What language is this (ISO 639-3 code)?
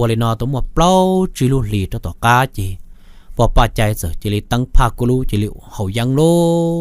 hmn